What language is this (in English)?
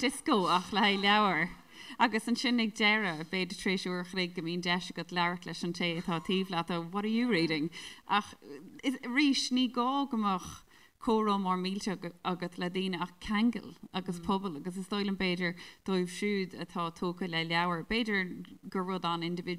Irish